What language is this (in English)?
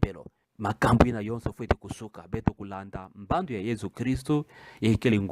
Kituba (Democratic Republic of Congo)